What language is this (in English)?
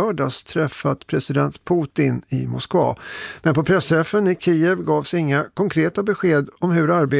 Swedish